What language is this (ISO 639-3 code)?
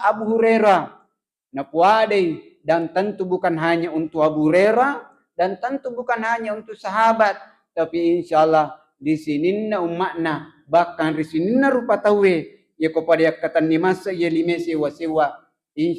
bug